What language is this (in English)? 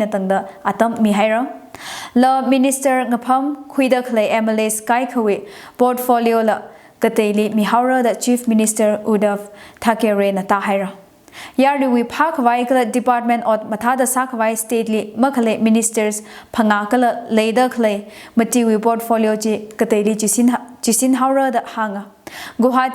Tangkhul Naga (India)